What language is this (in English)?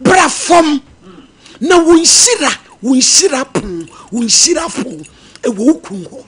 Akan